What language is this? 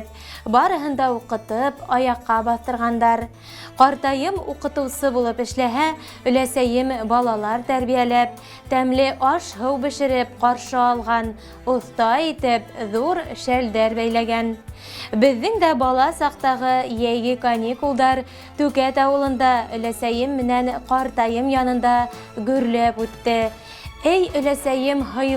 Bashkir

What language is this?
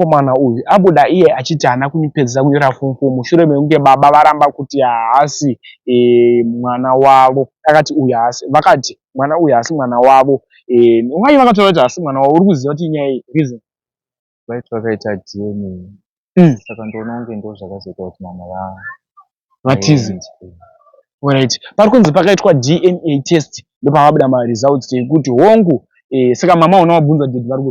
Shona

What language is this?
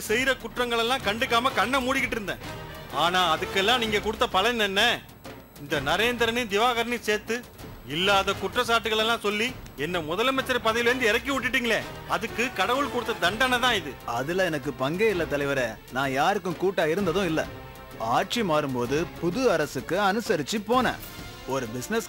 Tamil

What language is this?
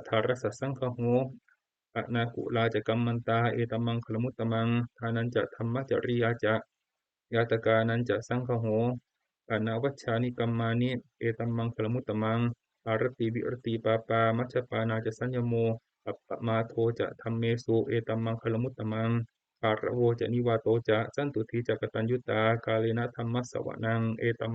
Pali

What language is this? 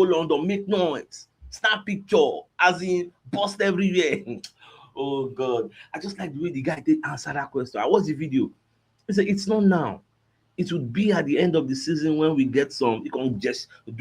Nigerian Pidgin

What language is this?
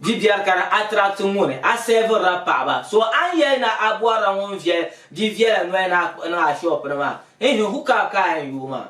Dagbani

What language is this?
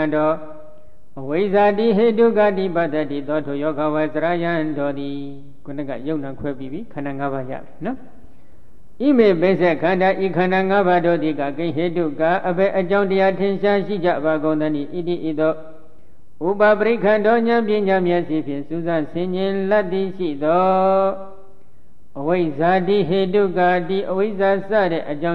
Burmese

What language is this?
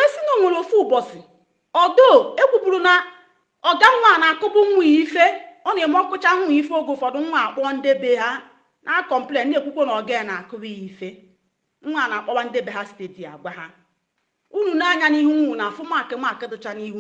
Igbo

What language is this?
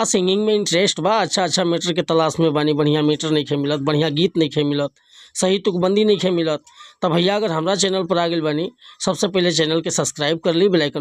Bhojpuri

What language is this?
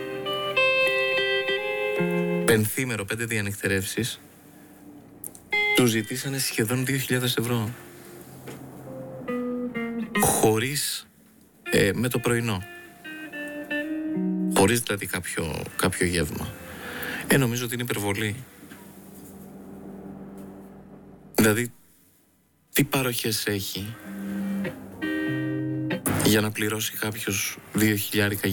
Greek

